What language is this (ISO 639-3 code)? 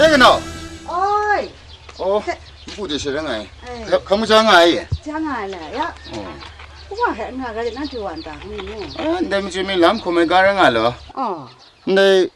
kac